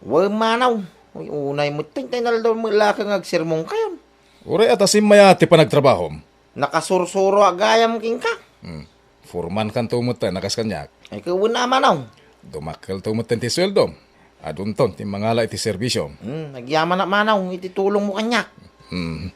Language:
Iloko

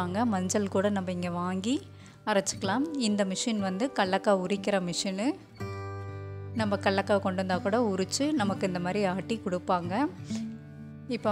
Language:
Tamil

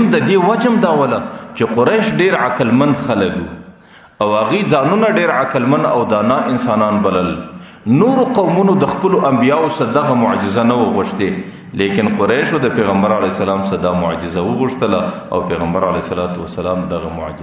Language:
Pashto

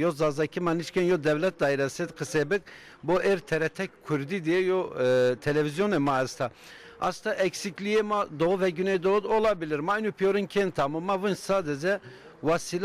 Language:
Zaza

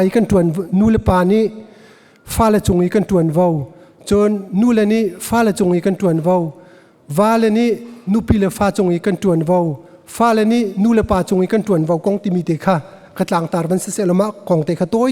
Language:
Hakha Chin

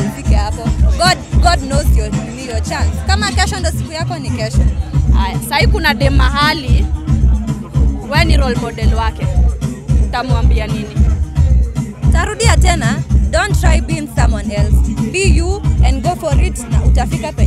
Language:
Swahili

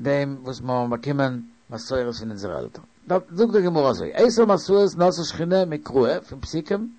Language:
Yiddish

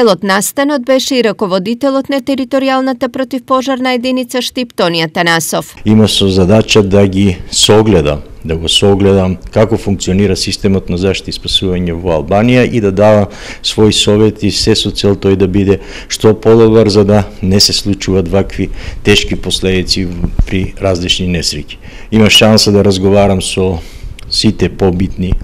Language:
Macedonian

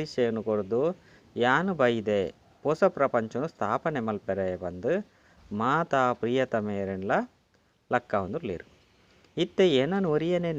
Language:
Tulu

